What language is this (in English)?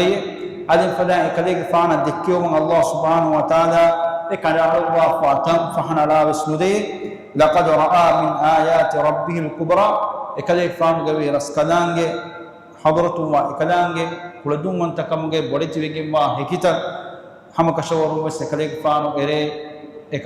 Divehi